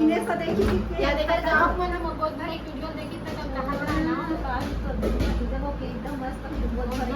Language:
Chhattisgarhi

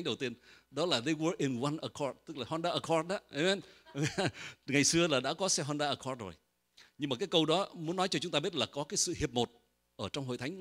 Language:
Vietnamese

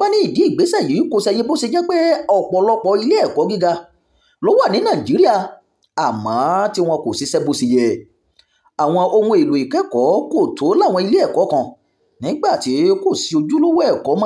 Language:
Yoruba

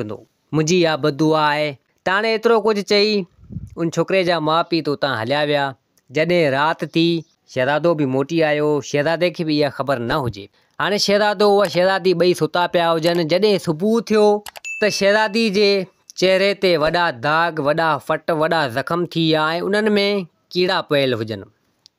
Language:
Sindhi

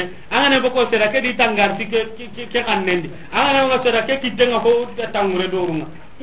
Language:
Soninke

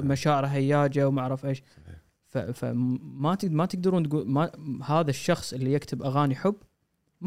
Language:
Gulf Arabic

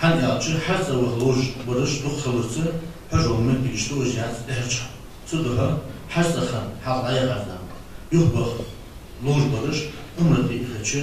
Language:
Ingush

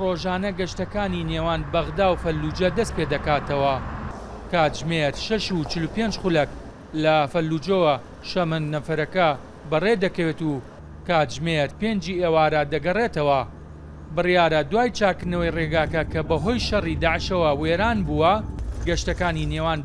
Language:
Central Kurdish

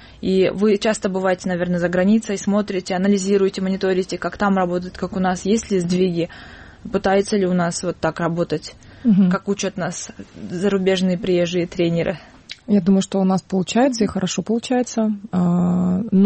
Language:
Russian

